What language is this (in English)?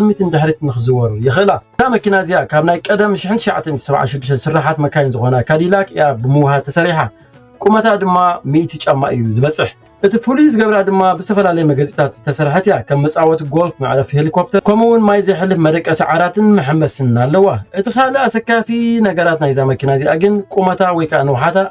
Tigrinya